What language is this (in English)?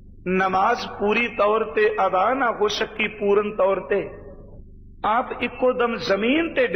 Punjabi